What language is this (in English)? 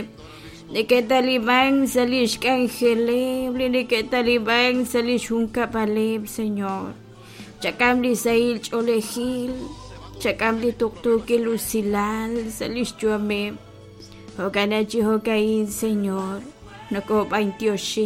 Kekchí